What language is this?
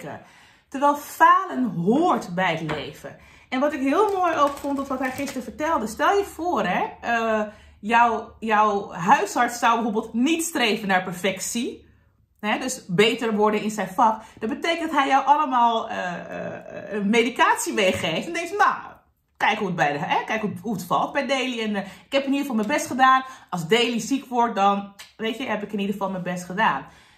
Dutch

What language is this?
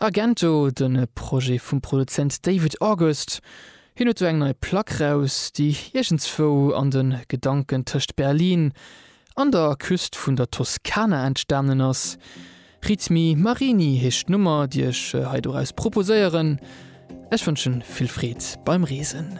Luxembourgish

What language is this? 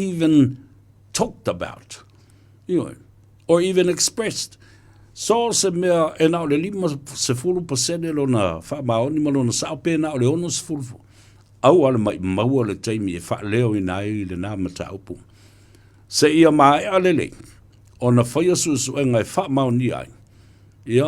Samoan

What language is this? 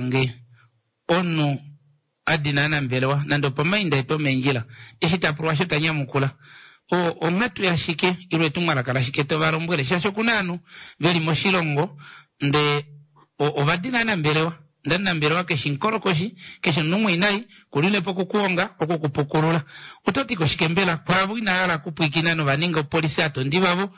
Kuanyama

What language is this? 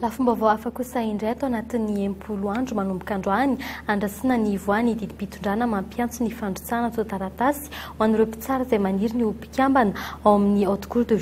Malagasy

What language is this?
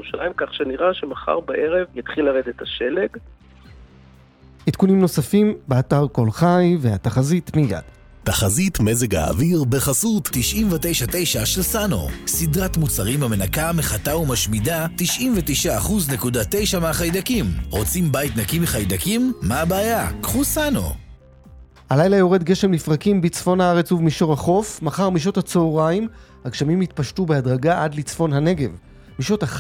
Hebrew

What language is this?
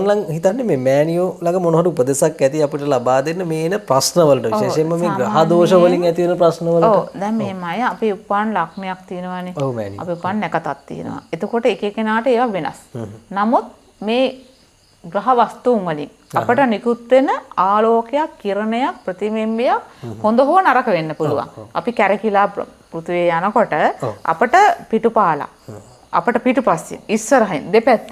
Sinhala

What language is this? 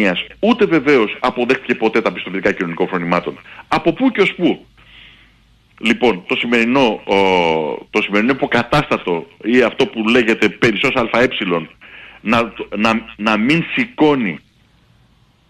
Greek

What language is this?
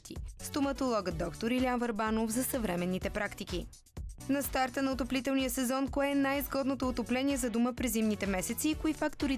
Bulgarian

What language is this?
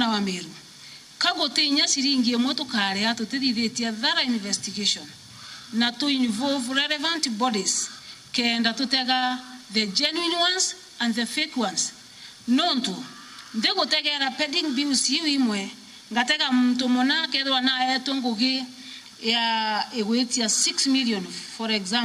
Meru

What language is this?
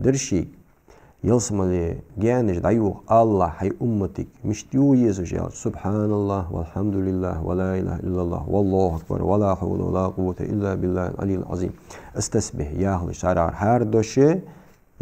Ingush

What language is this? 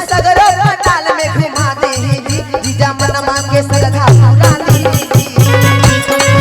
Magahi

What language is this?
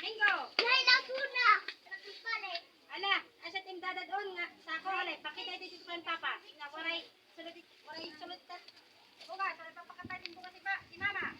Waray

